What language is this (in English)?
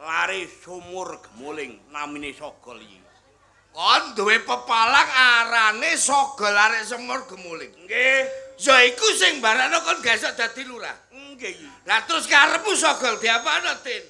Javanese